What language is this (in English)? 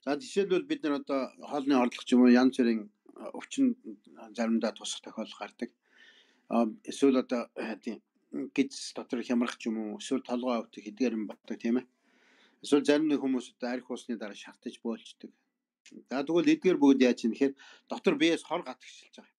Mongolian